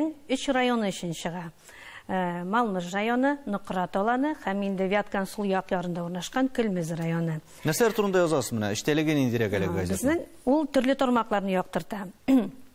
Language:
Tatar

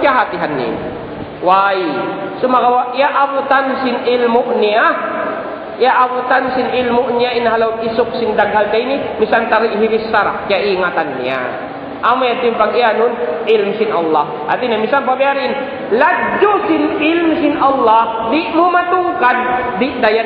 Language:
Tausug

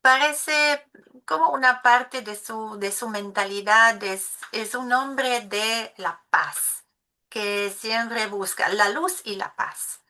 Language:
Ladino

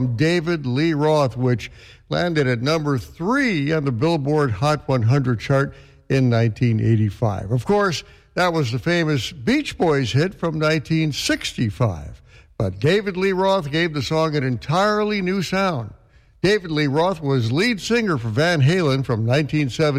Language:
English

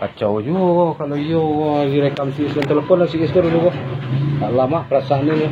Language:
Minangkabau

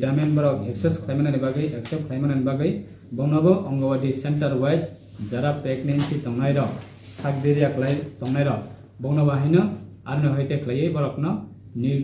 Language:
Riang (India)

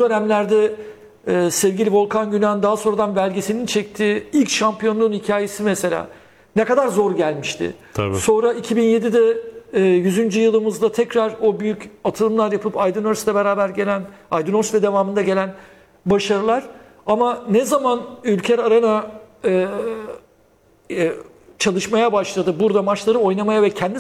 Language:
Turkish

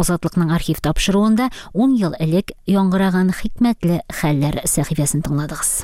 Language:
Tatar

